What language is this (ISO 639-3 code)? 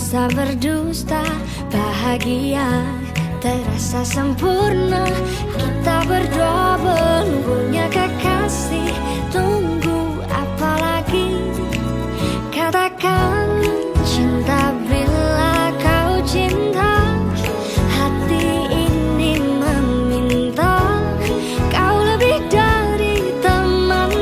ind